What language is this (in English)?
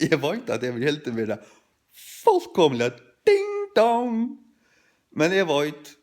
Faroese